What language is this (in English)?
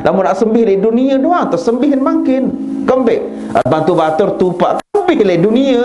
Sasak